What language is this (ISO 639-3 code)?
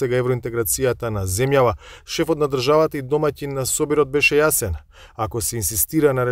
mkd